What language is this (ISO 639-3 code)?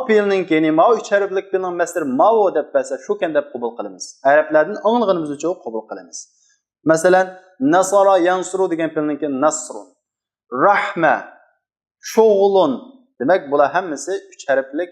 uig